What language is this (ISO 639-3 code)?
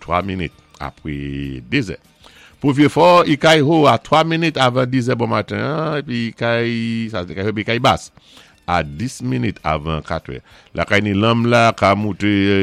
acf